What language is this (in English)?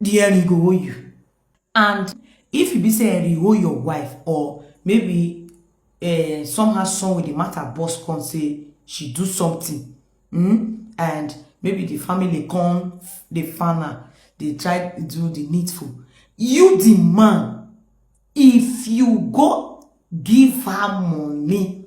Nigerian Pidgin